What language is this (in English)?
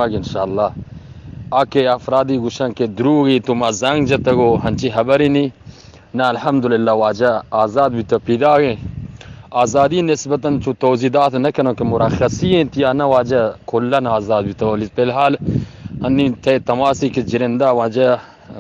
Eastern Balochi